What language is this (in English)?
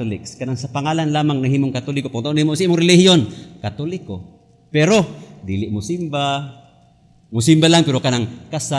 Cebuano